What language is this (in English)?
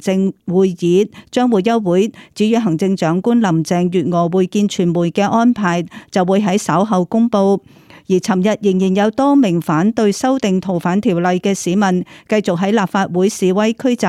Cantonese